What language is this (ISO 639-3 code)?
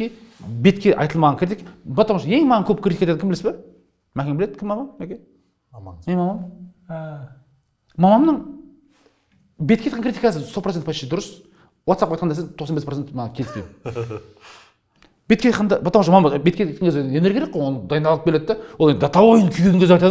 kaz